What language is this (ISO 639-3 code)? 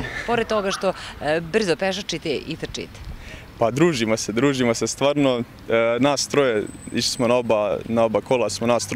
srp